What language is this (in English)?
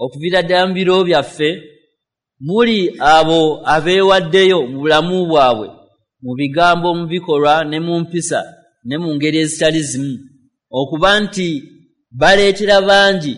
Ganda